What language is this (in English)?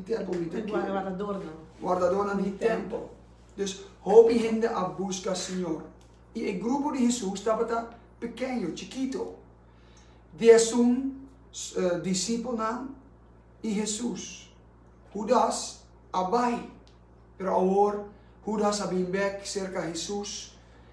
Papiamento